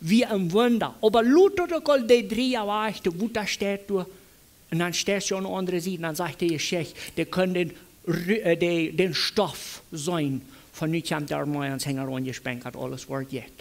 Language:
Plautdietsch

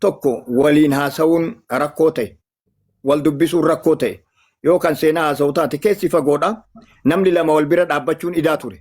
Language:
Oromo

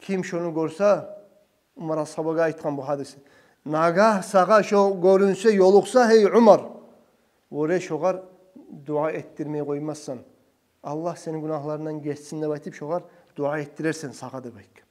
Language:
Kumyk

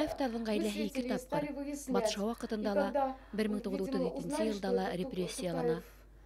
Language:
Bashkir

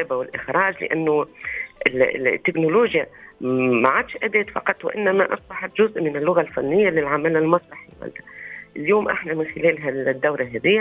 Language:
Tunisian Arabic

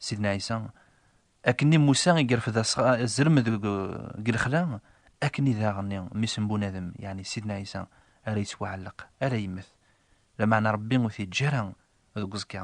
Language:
Kabyle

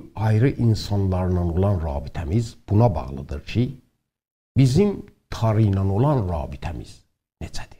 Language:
South Azerbaijani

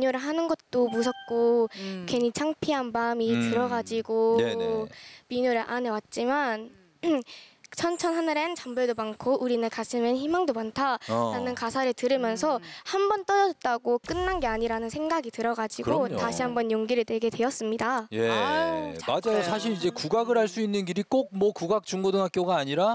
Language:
Korean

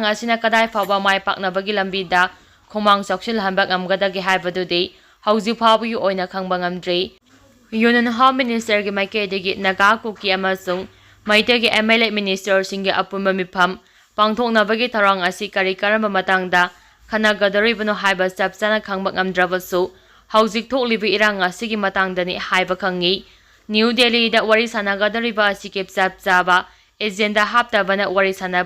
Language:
Manipuri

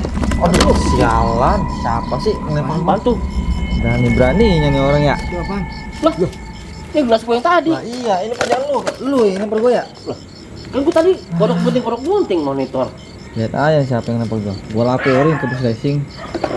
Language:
Betawi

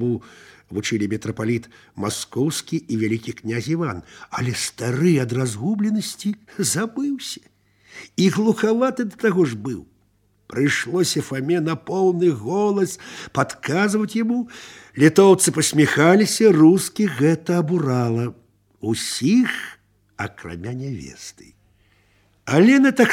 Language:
Belarusian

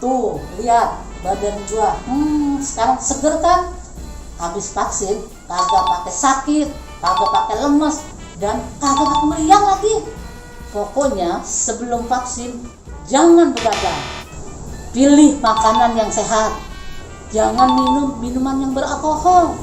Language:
Betawi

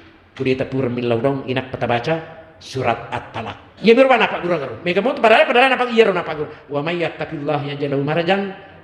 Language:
Buginese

